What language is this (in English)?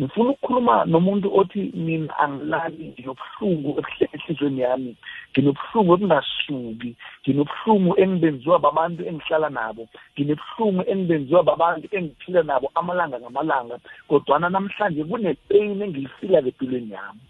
South Ndebele